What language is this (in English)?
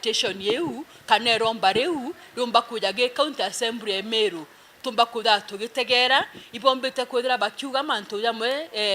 Meru